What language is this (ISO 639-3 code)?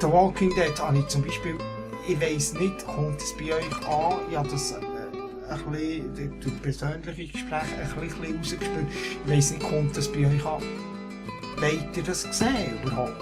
gsw